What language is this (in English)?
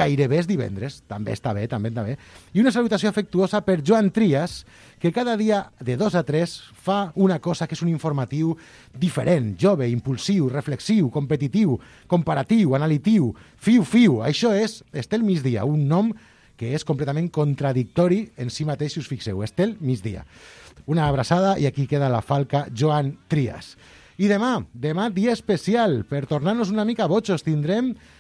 Catalan